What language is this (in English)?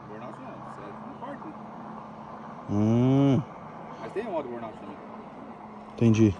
Portuguese